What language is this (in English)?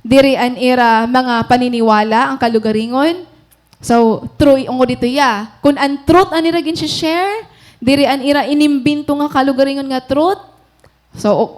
Waray